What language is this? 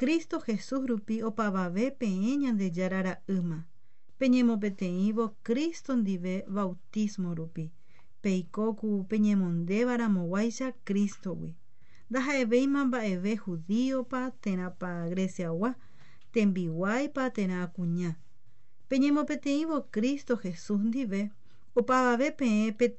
Guarani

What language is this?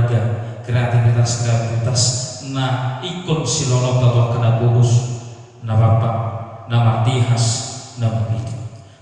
Batak Toba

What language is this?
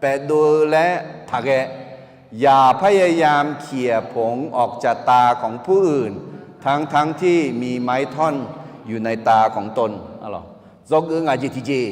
Akha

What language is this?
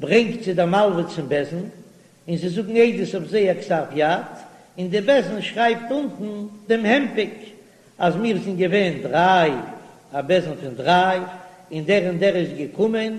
Yiddish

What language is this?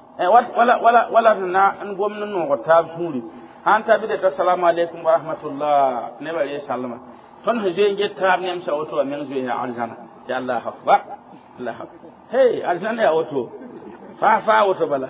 Mossi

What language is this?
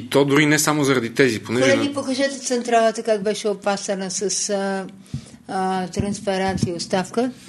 Bulgarian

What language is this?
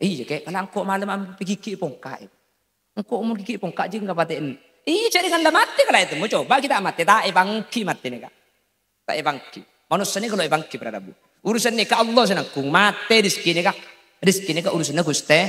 Madurese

